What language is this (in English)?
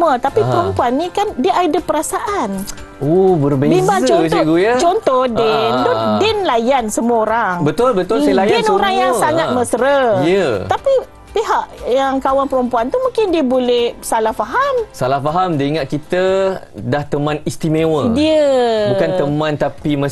Malay